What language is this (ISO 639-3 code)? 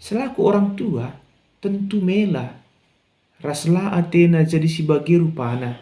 btx